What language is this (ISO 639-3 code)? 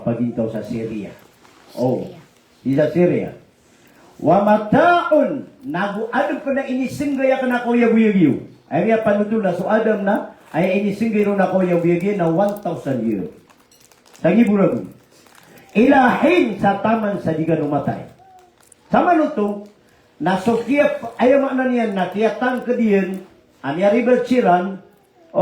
mrw